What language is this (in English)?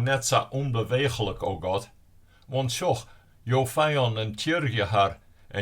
Western Frisian